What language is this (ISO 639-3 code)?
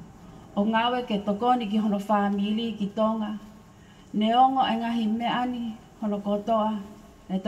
ton